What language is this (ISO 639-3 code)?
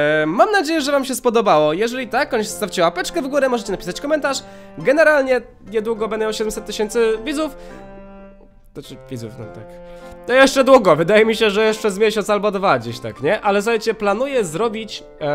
pol